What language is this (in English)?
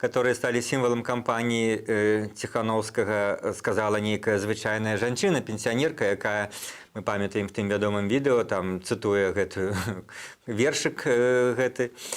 Belarusian